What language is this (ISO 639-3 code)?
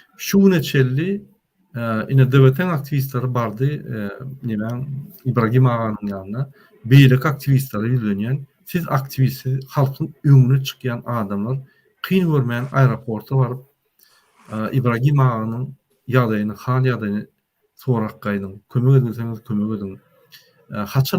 tuk